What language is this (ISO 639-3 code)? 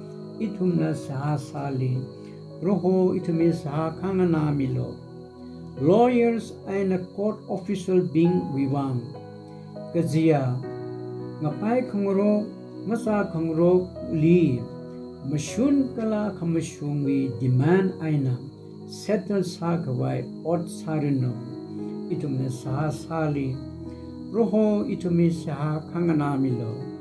nmf